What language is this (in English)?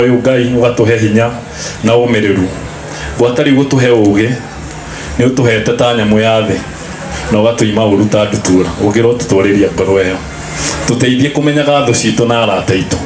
Kikuyu